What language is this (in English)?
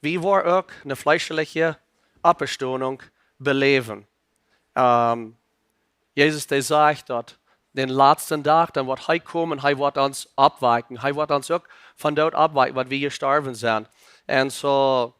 Plautdietsch